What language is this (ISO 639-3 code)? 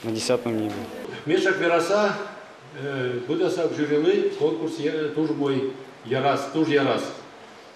udm